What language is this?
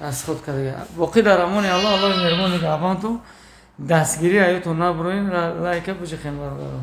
Tajik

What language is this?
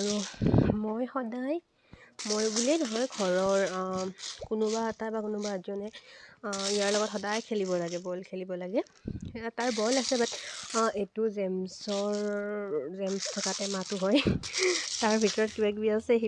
Assamese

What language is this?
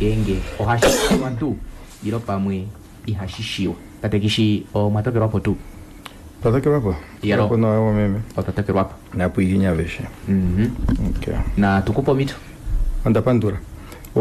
Kuanyama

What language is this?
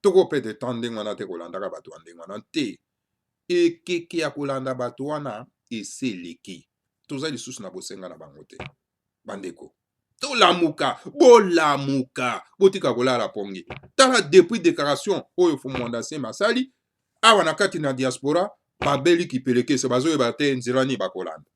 Lingala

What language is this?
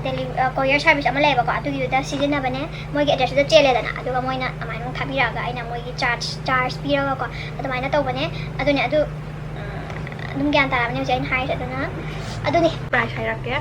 Manipuri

